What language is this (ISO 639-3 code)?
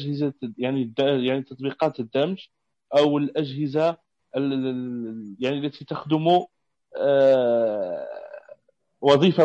ars